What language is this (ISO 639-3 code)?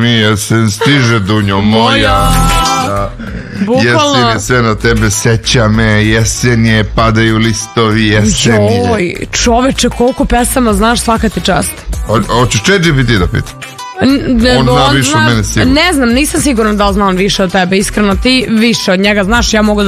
srp